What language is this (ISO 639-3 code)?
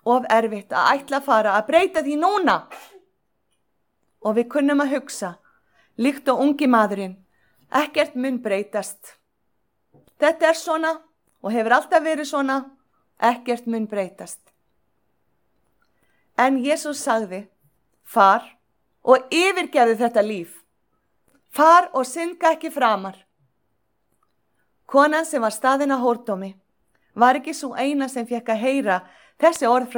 isl